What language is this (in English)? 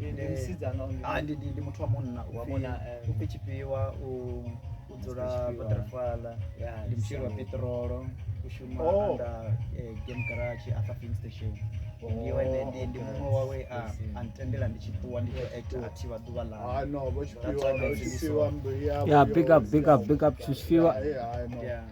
Venda